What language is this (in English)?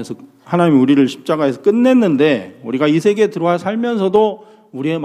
Korean